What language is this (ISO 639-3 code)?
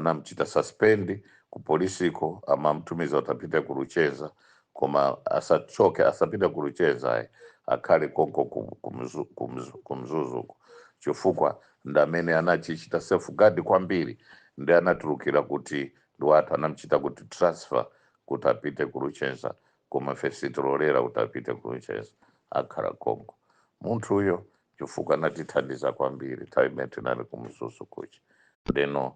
nya